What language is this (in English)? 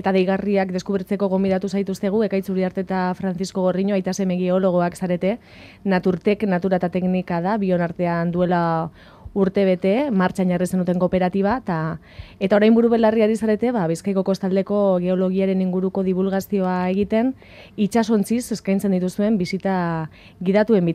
Basque